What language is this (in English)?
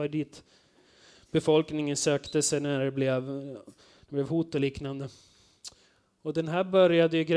Swedish